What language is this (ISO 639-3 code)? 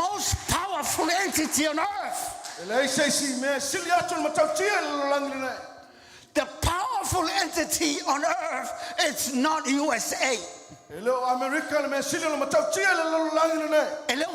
smo